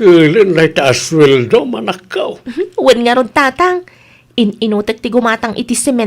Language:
Iloko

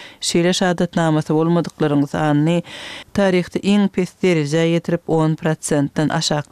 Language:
Turkmen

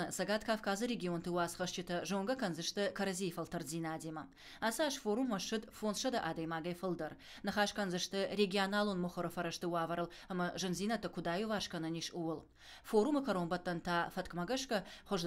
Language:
Ossetic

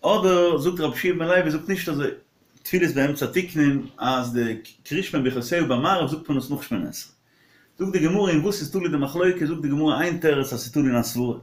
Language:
Yiddish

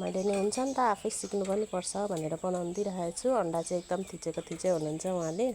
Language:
Nepali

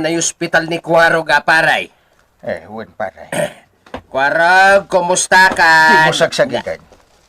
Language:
Iloko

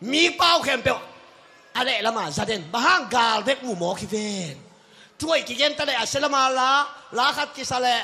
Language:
Tedim Chin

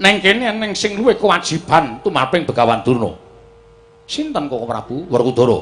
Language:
Javanese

